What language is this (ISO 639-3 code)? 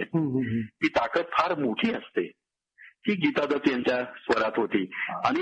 mar